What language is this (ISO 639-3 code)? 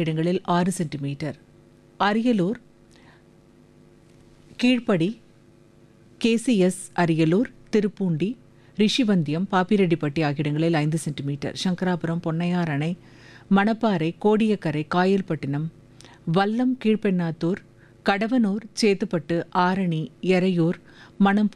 tam